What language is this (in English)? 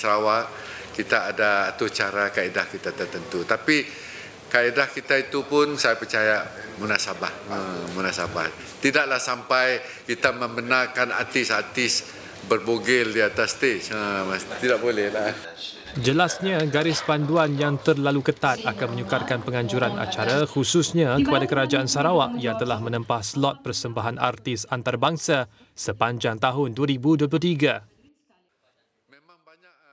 Malay